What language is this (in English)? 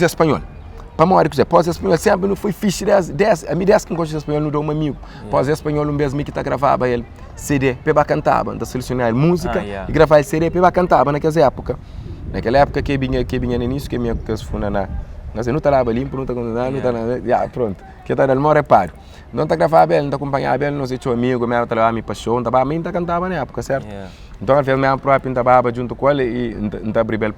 Kabuverdianu